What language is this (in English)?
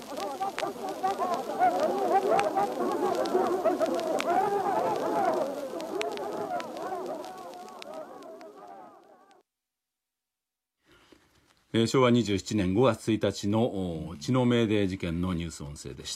Japanese